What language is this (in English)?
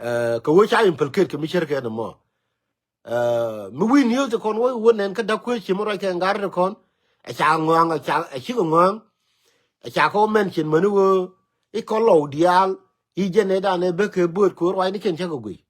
Nuer